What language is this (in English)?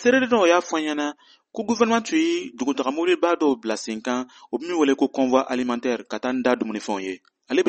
Bambara